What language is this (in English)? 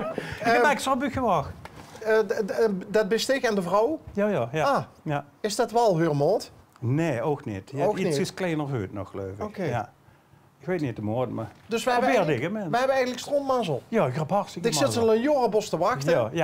Limburgish